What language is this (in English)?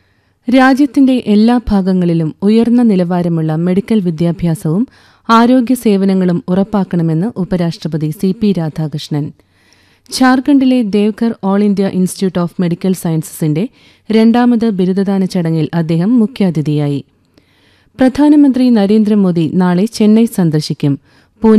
Malayalam